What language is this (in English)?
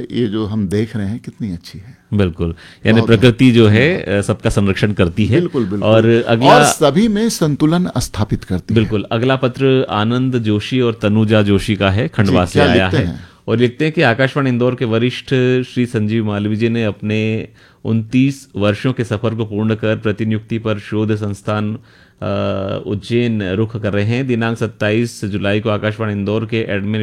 Hindi